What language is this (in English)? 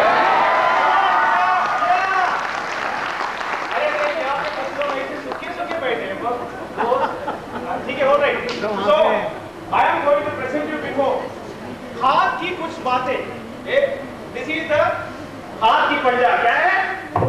Hindi